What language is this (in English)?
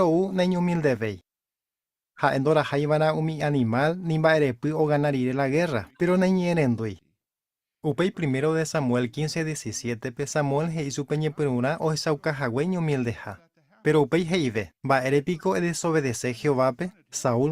Guarani